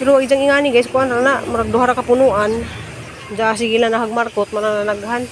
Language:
Cebuano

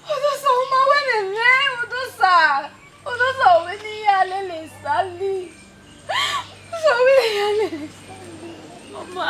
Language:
Bini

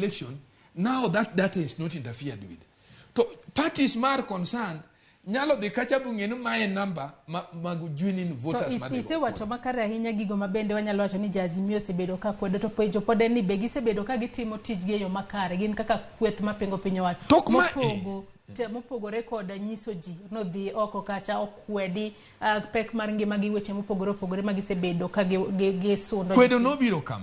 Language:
Luo (Kenya and Tanzania)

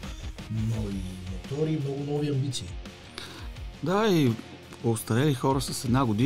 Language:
Bulgarian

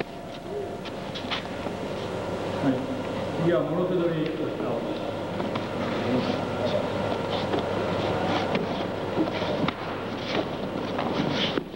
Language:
Japanese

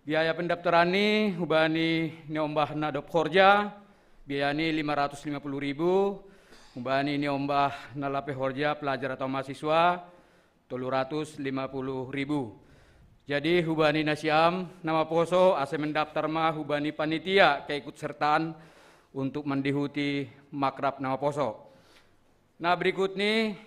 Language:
Batak Simalungun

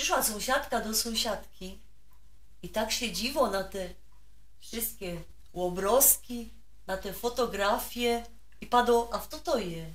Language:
Silesian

